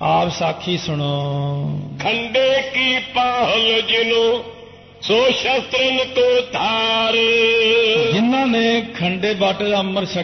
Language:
Punjabi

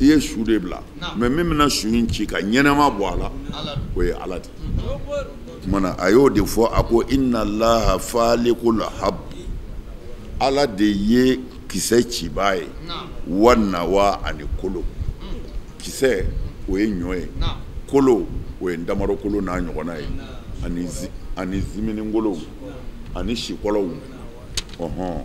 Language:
Bambara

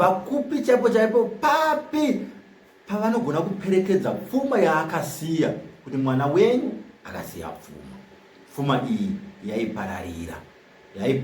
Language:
Shona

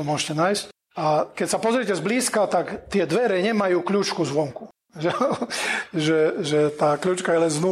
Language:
Slovak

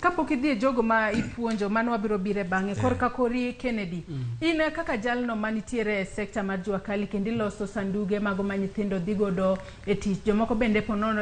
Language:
Luo (Kenya and Tanzania)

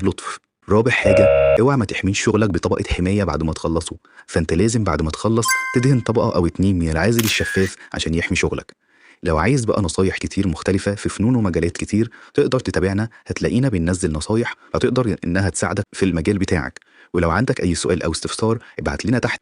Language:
Egyptian Arabic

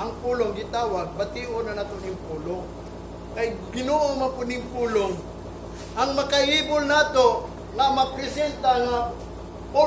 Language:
Cebuano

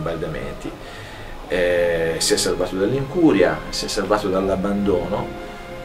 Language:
Italian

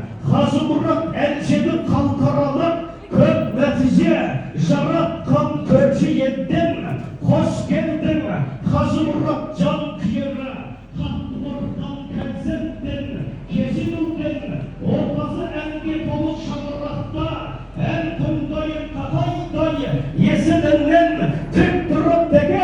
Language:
Kazakh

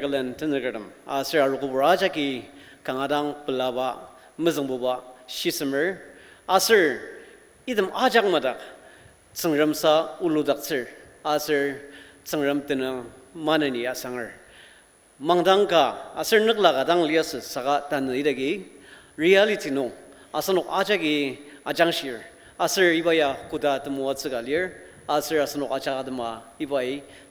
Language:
Ao Naga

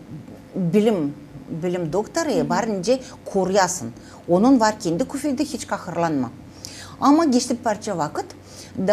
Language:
Gagauz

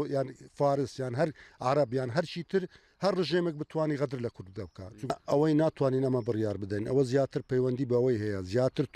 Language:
Kurdish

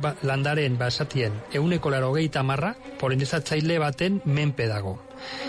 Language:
Basque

